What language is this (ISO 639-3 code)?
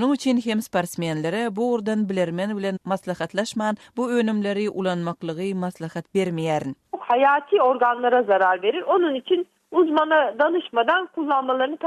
tuk